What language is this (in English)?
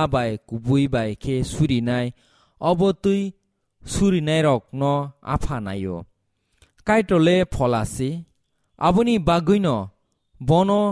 Kok Borok